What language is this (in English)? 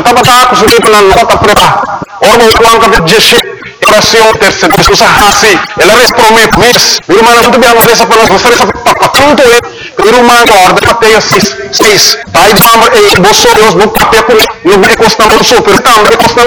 Papiamento